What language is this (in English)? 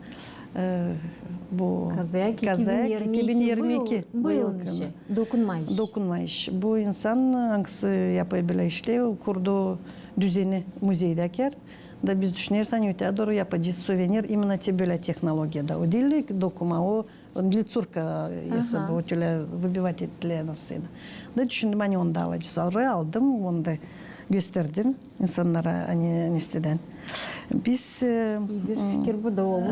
Gagauz